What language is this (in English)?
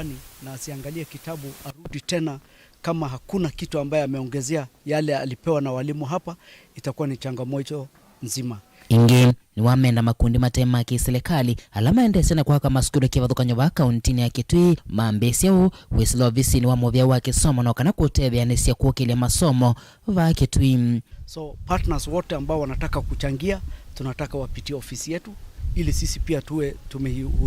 Kamba